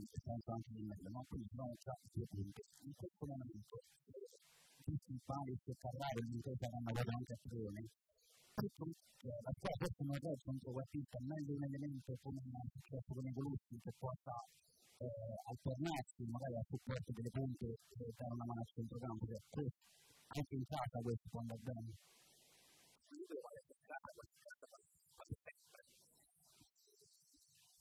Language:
Italian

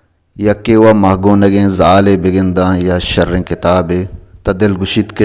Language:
Baluchi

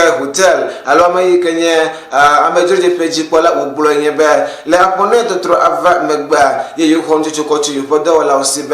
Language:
Ewe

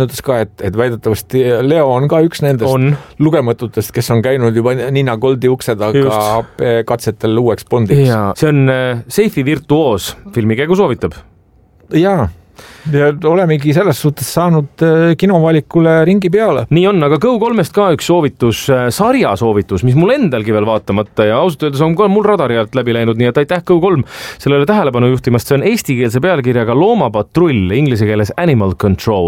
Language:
Estonian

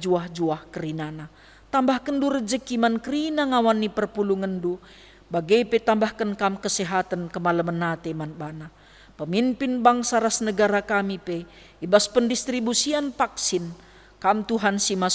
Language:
Batak Karo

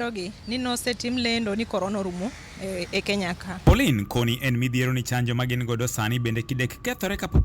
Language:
Luo (Kenya and Tanzania)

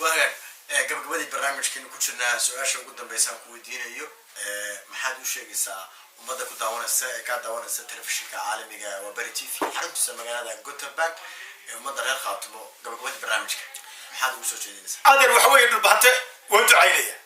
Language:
Somali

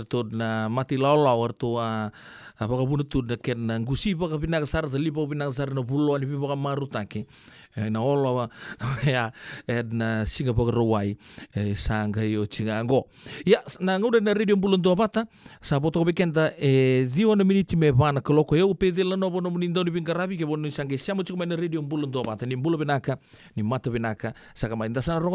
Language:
Fijian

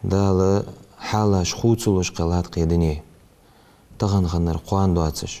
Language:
Ingush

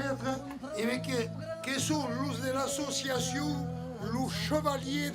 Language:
Occitan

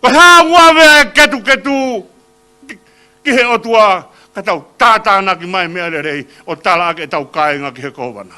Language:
Tongan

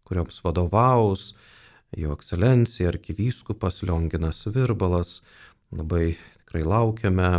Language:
Lithuanian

